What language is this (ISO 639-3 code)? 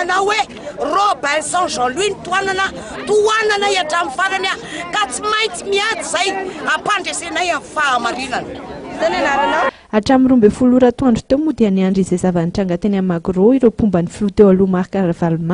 mlg